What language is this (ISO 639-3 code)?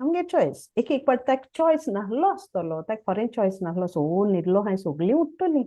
kok